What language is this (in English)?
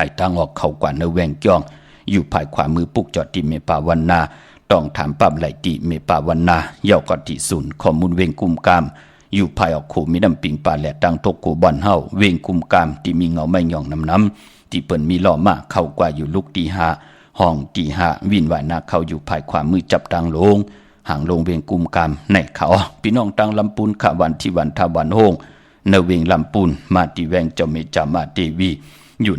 Shan